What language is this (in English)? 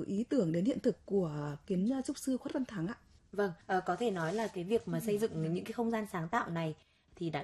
Vietnamese